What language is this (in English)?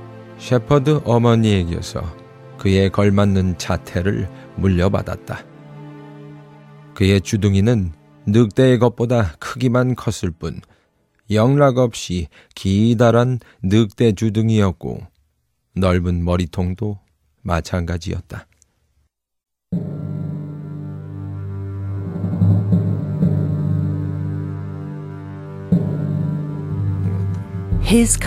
Korean